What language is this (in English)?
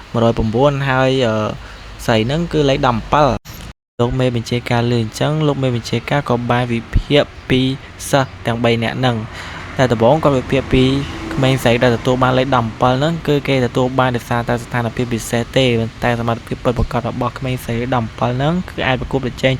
Khmer